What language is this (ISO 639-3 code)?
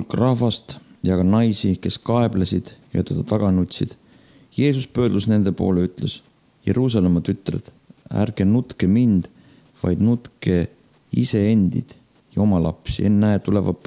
est